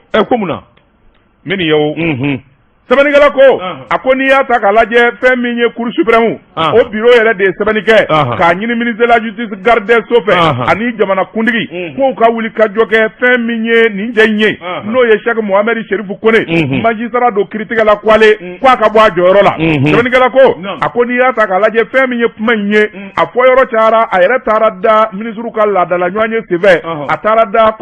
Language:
Bambara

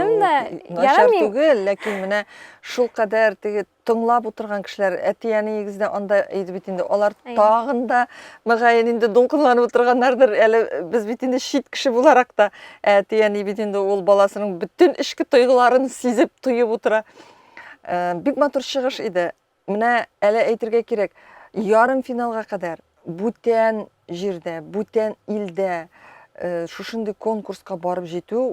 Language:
Tatar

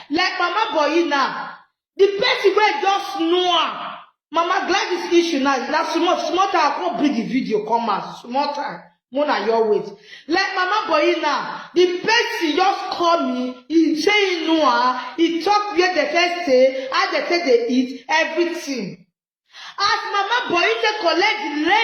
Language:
Nigerian Pidgin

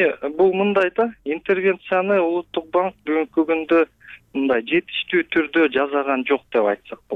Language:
Kyrgyz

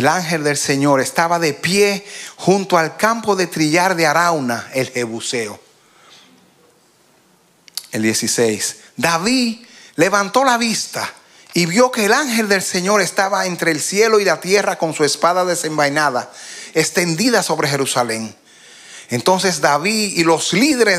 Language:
Spanish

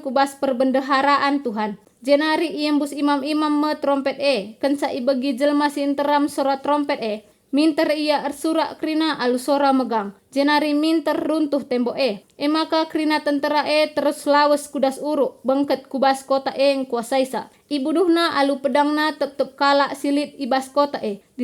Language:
Batak Karo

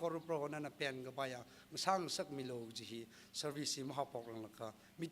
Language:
Tangkhul Naga (India)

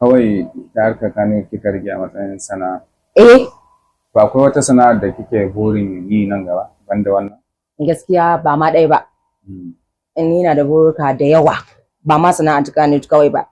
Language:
Hausa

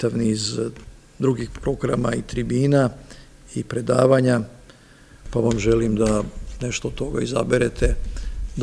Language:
Serbian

